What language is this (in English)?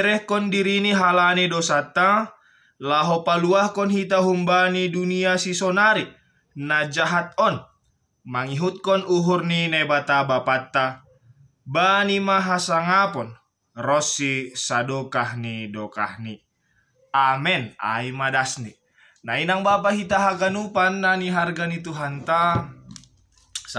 Batak Simalungun